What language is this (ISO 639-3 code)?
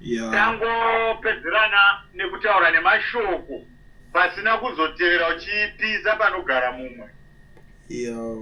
sna